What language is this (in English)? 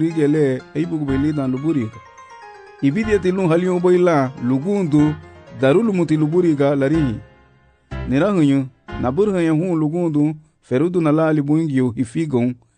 Garifuna